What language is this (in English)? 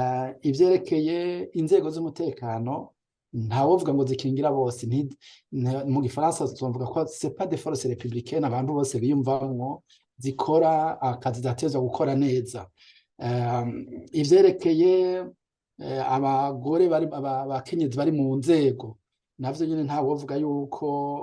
Rundi